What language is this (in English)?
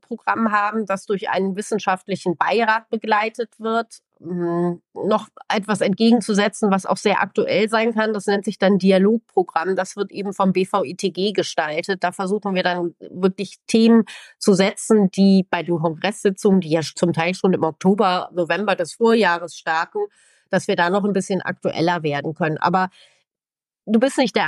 German